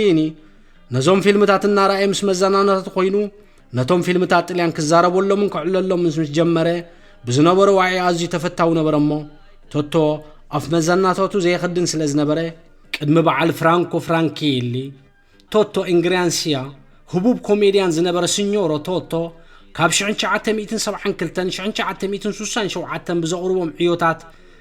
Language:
Tigrinya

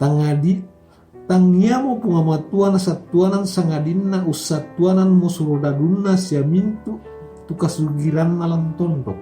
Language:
Toraja-Sa'dan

